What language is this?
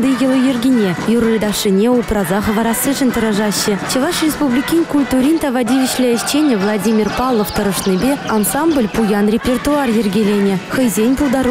Chuvash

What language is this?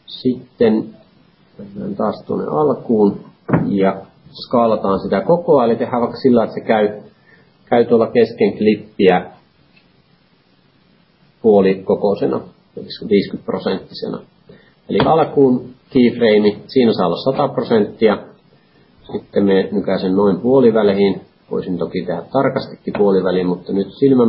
Finnish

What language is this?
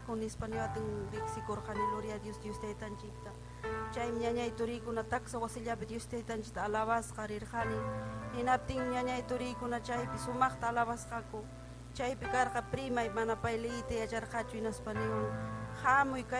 Ayacucho Quechua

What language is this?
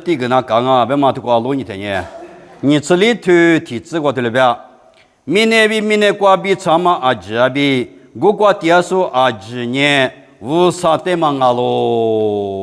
Lisu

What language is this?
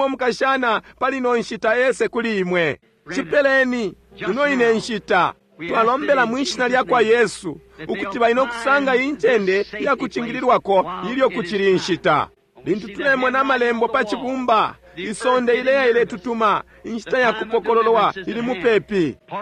Bemba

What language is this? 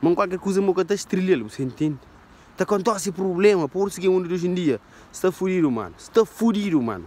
Kabuverdianu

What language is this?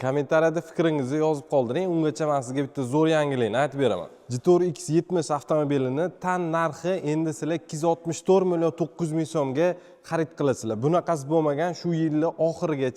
Uzbek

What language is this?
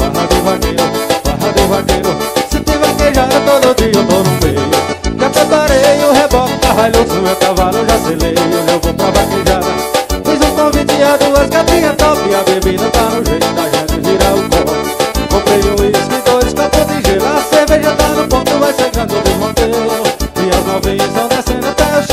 Portuguese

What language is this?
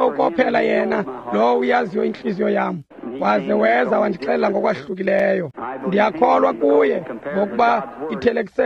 Xhosa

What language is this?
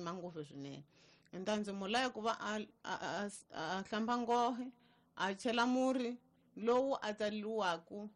Tsonga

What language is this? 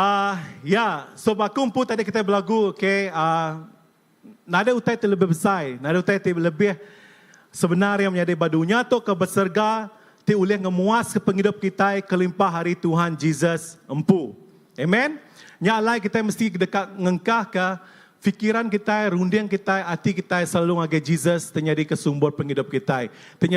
Iban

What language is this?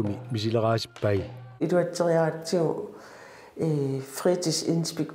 Kalaallisut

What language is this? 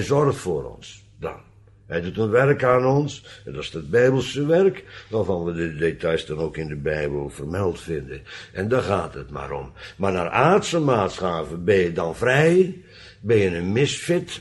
Dutch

